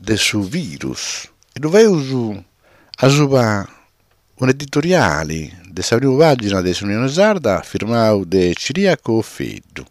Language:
Sardinian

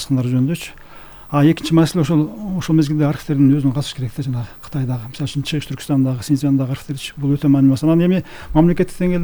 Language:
Kyrgyz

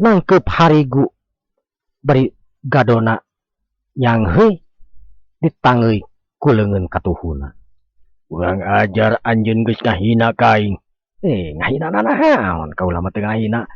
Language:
Sundanese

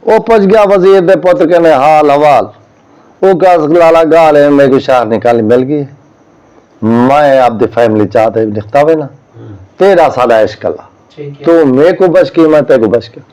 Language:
Saraiki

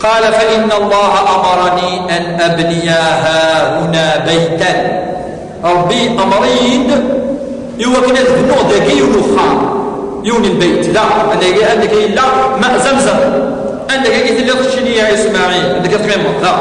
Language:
Kabyle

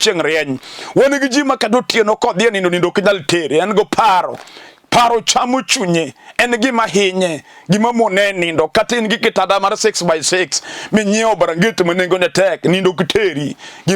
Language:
Luo (Kenya and Tanzania)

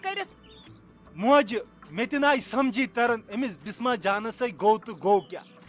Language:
Kashmiri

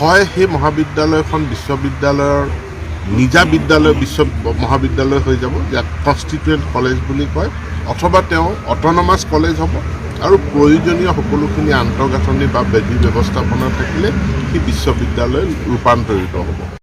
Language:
Assamese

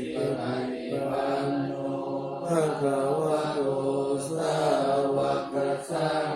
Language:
Pali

